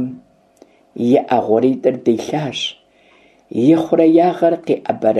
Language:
Kabardian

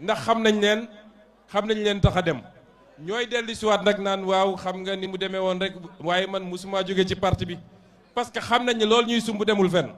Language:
Wolof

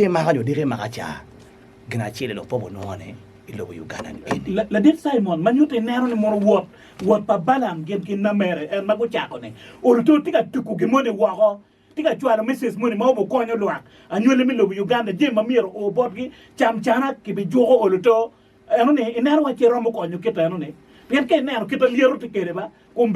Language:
Acoli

